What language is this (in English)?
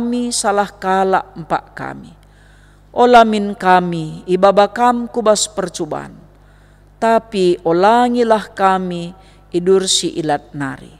Batak Karo